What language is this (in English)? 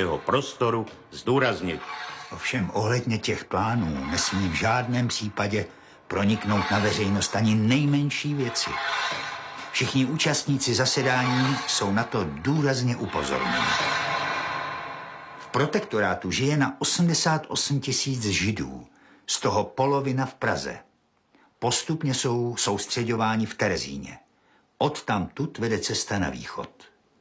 Czech